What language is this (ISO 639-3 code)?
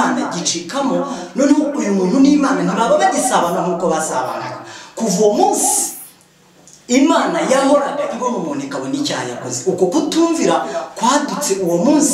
kin